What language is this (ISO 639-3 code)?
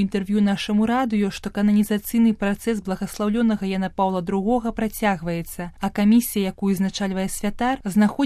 bel